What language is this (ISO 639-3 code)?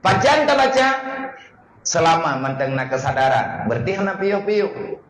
ace